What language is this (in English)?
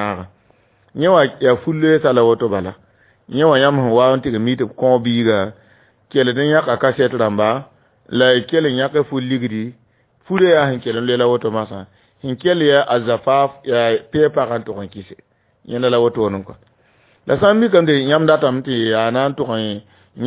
Mossi